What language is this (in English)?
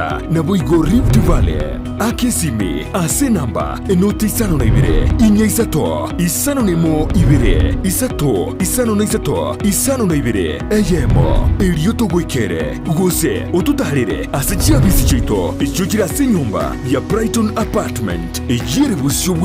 Gusii